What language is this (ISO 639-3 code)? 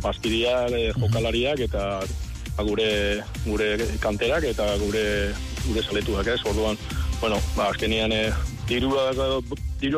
eus